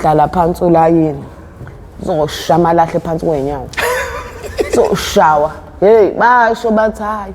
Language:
Zulu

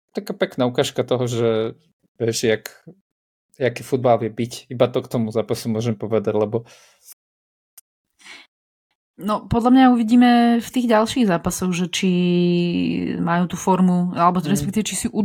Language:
Slovak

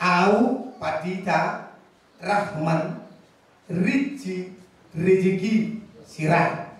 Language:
Batak Toba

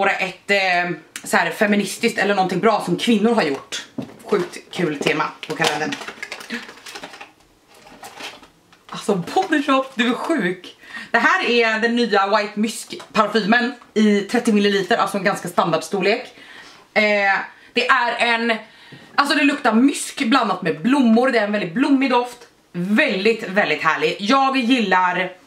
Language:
Swedish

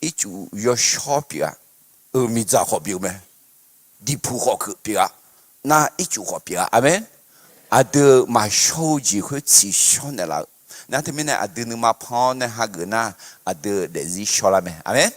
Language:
Akha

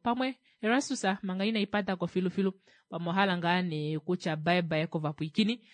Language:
Kuanyama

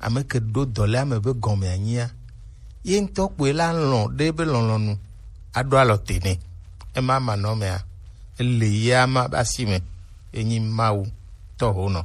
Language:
Gen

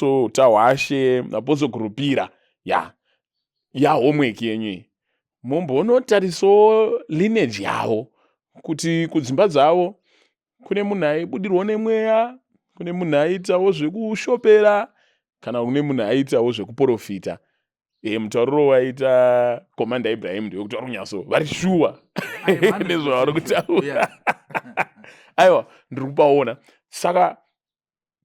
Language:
Shona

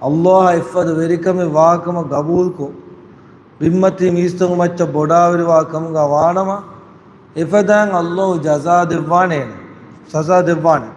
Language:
Divehi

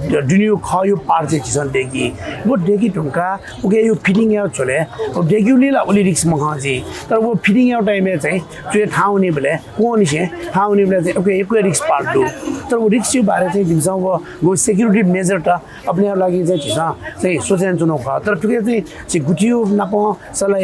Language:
Newari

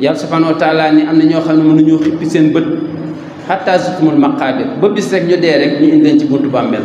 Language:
Wolof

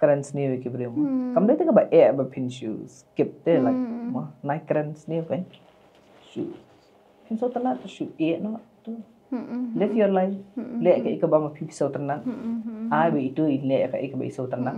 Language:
Khasi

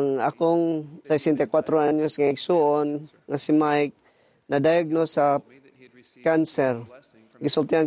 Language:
Cebuano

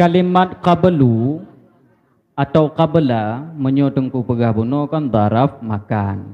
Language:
Achinese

